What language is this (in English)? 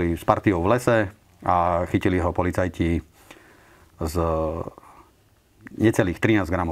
Slovak